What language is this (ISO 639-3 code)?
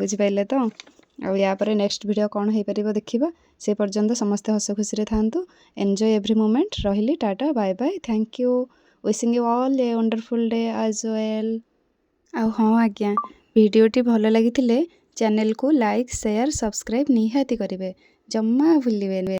ori